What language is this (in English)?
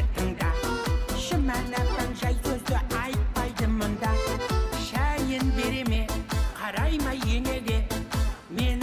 Kazakh